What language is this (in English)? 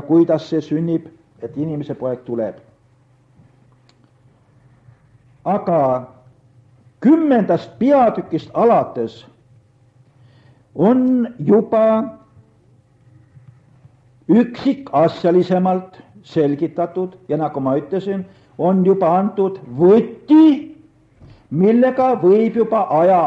Estonian